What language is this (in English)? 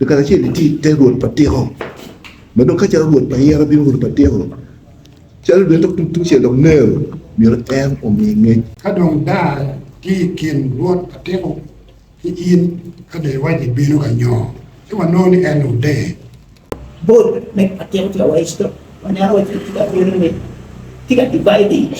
Acoli